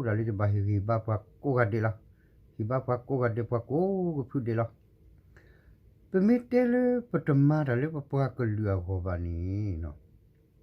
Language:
S'gaw Karen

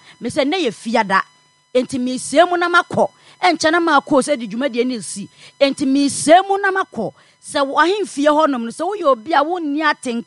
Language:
Akan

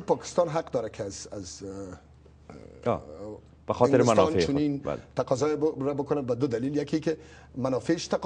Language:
Persian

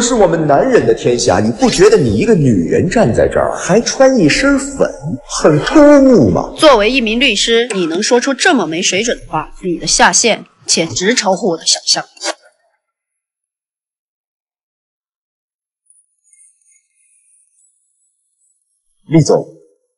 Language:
Chinese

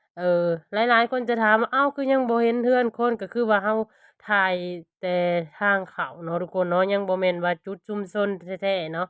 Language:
Lao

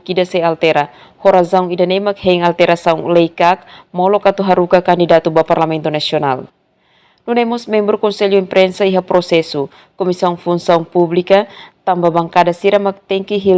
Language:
Tetum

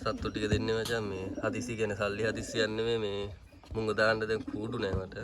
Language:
Sinhala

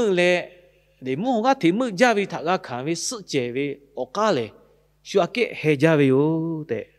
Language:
Lahu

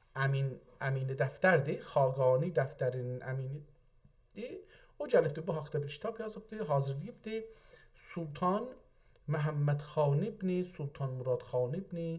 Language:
South Azerbaijani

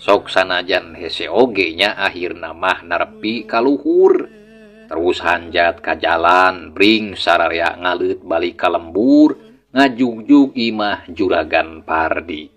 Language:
Sundanese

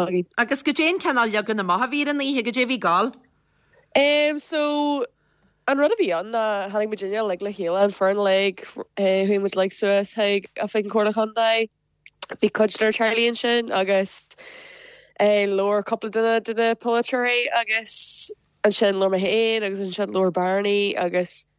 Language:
Irish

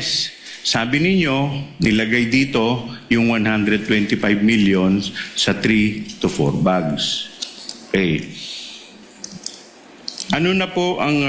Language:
Filipino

